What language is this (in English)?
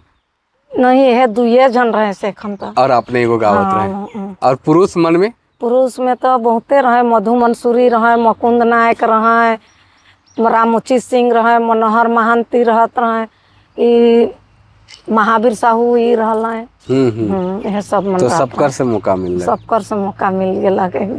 Sadri